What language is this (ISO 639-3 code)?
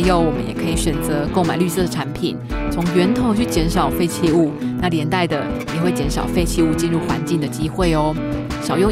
zho